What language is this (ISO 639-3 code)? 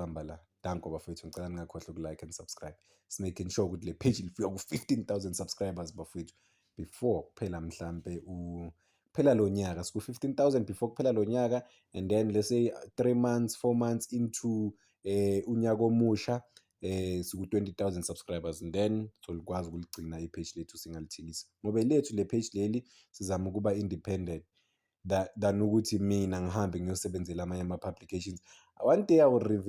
zul